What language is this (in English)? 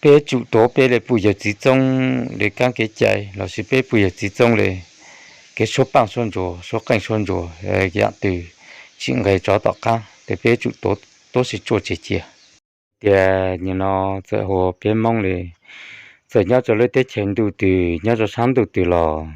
Hmong